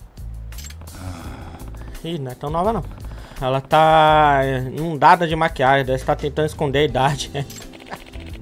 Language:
Portuguese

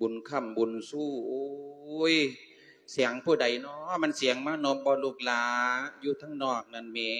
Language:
Lao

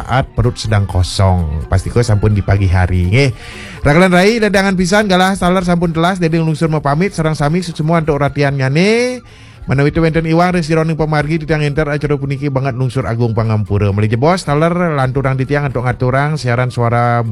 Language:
Balinese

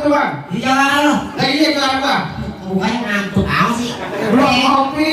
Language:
Betawi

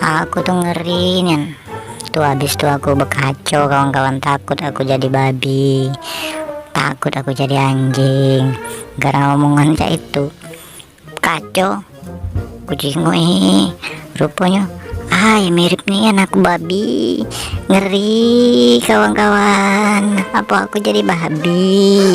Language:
Musi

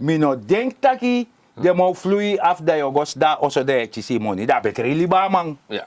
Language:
Sranan Tongo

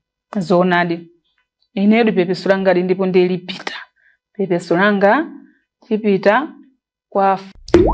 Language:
Nyanja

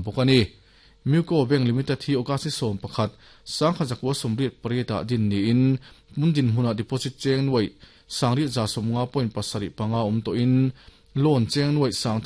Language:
Mizo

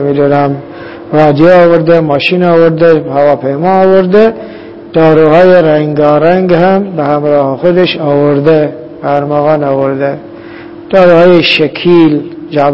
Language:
Persian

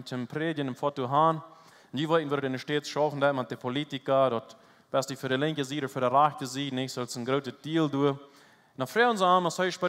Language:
Plautdietsch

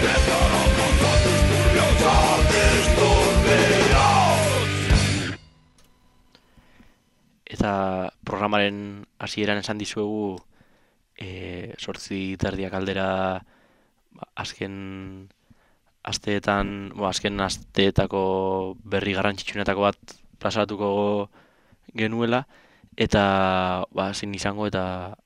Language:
Basque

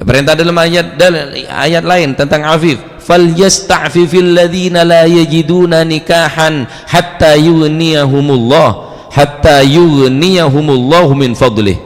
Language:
Madurese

